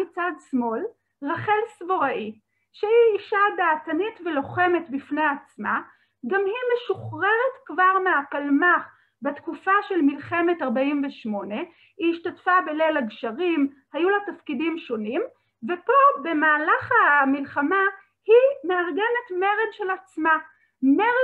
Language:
Hebrew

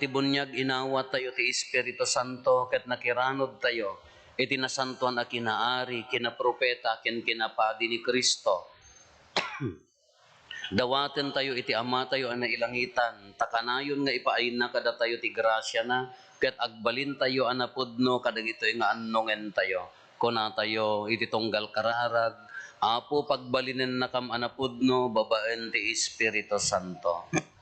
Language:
Iloko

